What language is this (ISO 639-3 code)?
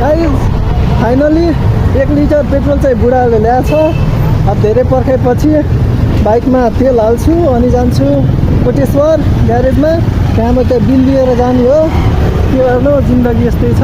nep